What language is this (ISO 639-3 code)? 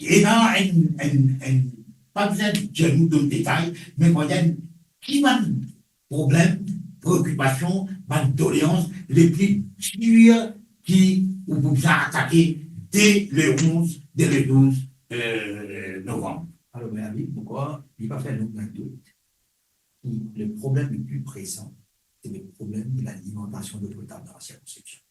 mfe